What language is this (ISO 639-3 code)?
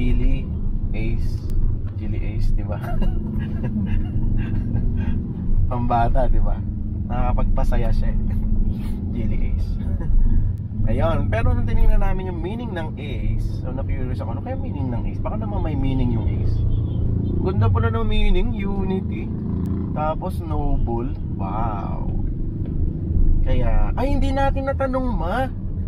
fil